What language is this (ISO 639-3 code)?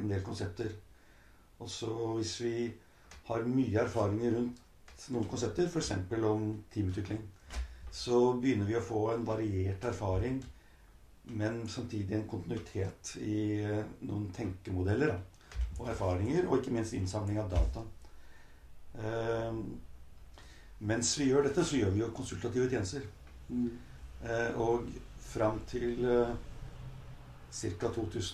nor